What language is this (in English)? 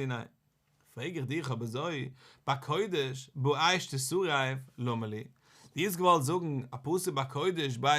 Yiddish